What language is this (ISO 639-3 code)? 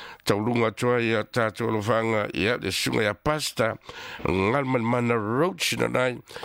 smo